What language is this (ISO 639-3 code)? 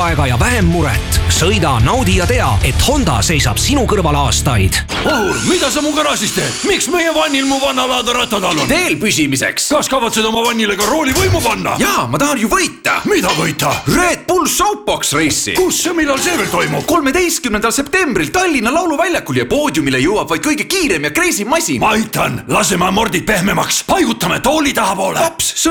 est